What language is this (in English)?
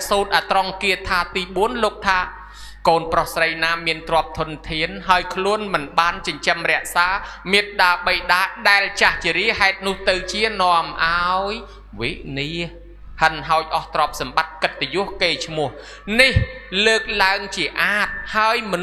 Khmer